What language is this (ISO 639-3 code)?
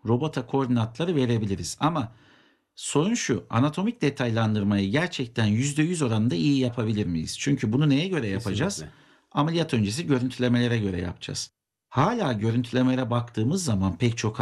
tur